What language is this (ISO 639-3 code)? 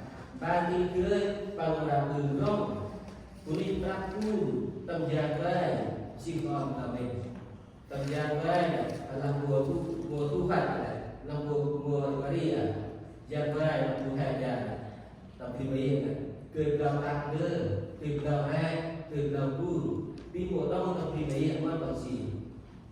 cmo